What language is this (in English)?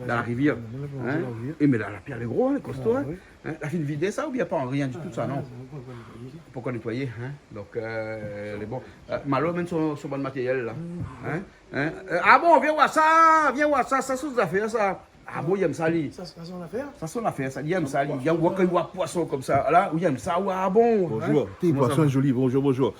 Réunion Creole French